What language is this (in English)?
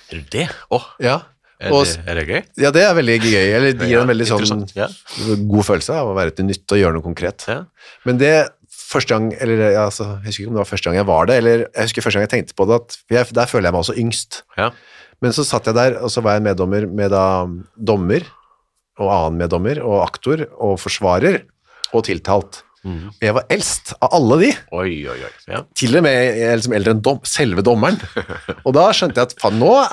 Norwegian